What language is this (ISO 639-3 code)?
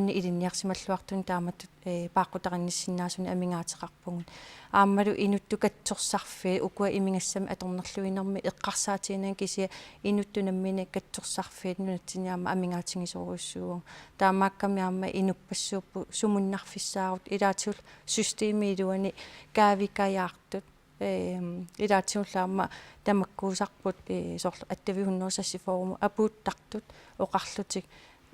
kal